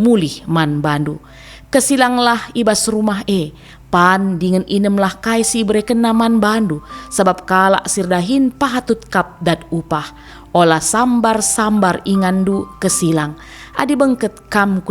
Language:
Batak Karo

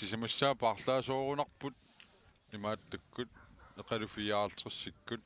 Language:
Kalaallisut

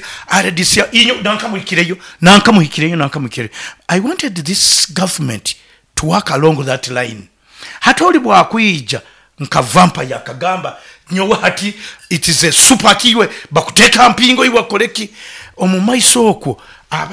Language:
Nyoro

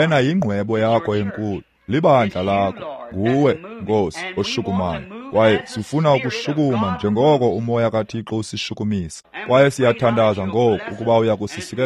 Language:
Xhosa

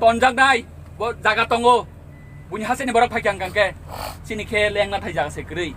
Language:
Kok Borok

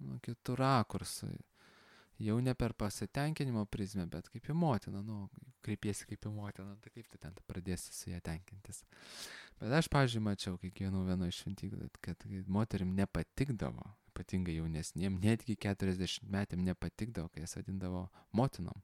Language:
Lithuanian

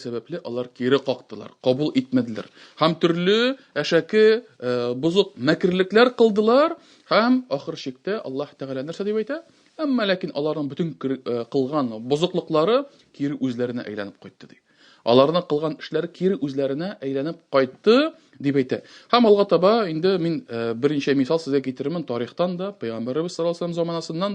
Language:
Tatar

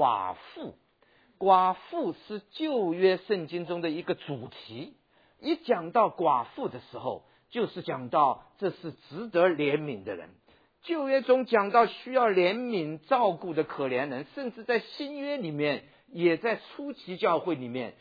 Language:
Chinese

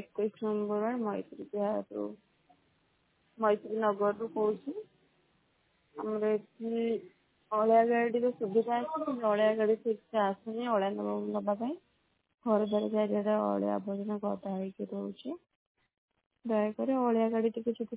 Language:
Odia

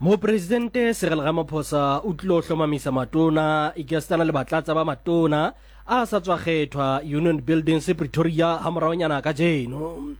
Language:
Southern Sotho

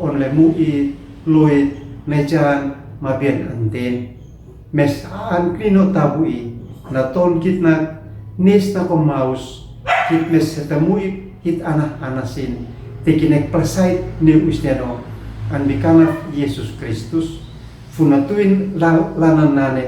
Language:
Uab Meto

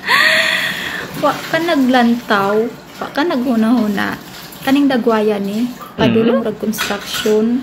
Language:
Cebuano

